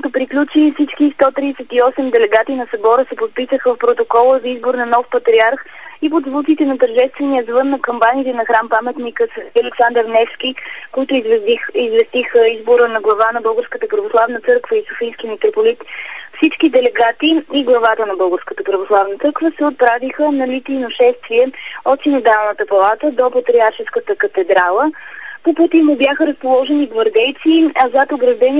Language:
Bulgarian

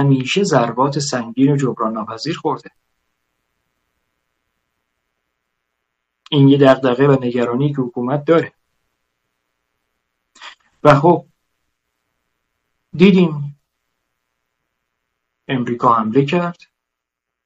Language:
Persian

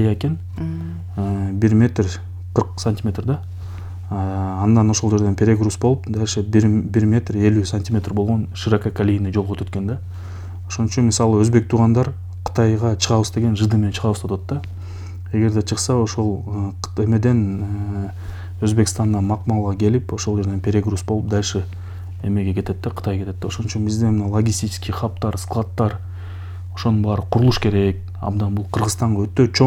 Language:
Kyrgyz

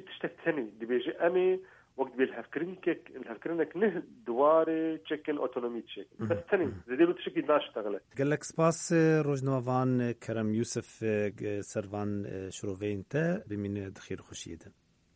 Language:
Kurdish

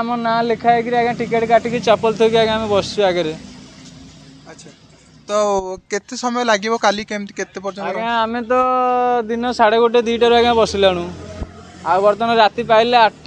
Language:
Odia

